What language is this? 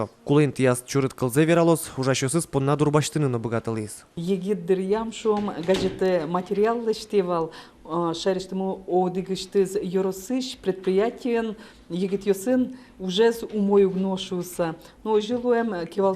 Udmurt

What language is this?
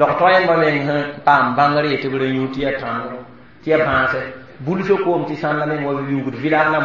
Mossi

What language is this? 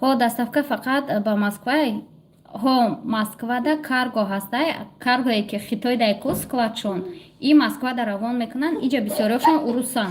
Tajik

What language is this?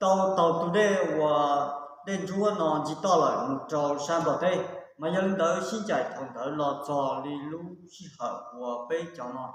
Hmong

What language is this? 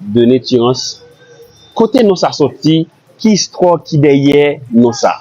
Haitian Creole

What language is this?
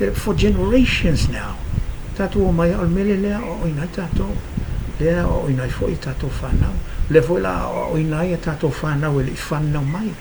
Samoan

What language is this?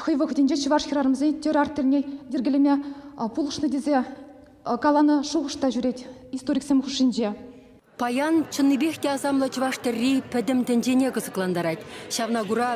Chuvash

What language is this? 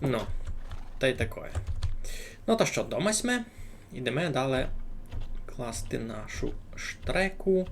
Rusyn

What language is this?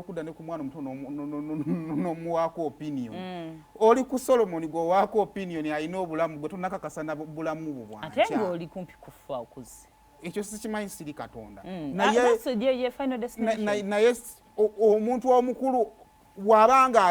Ganda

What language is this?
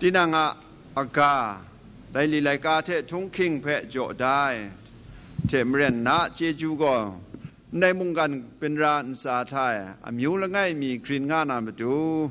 Kachin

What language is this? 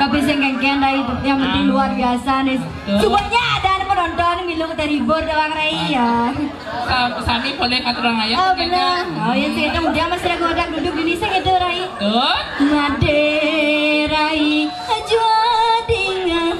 Balinese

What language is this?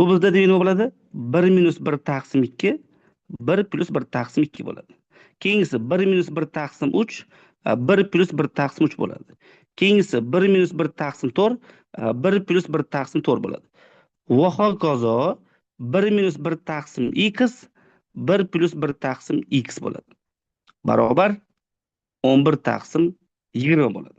Uzbek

